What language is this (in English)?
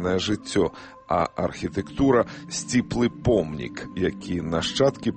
Belarusian